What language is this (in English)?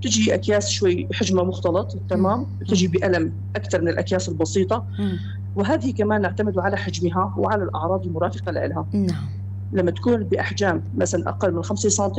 North Levantine Arabic